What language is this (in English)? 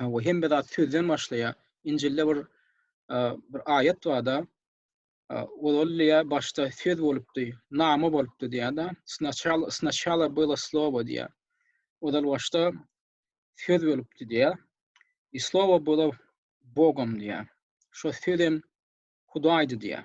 Turkmen